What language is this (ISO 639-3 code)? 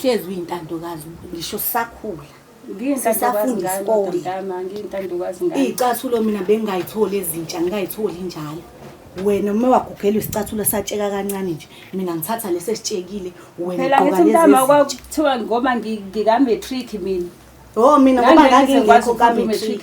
zul